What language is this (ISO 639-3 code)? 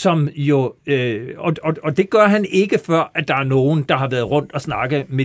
dan